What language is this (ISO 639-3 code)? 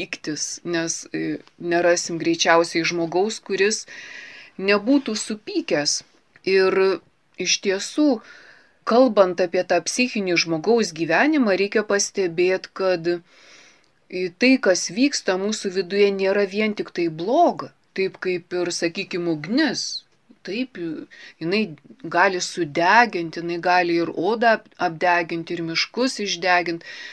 lit